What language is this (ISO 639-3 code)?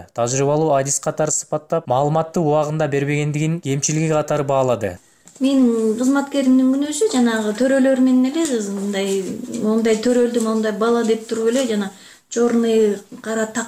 kir